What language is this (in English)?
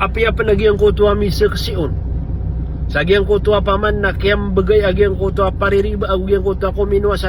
Maranao